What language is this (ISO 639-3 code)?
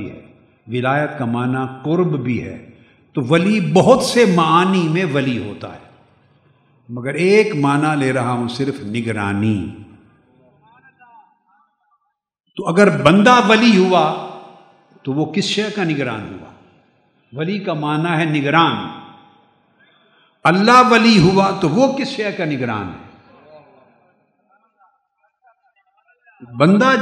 urd